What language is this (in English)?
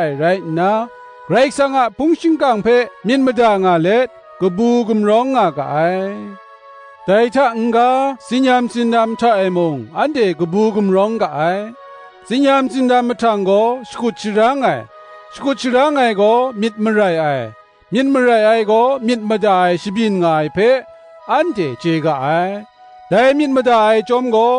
Kachin